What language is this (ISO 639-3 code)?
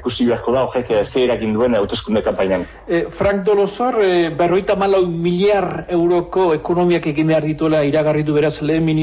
eus